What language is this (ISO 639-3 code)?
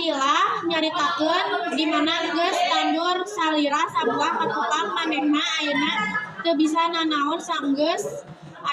sun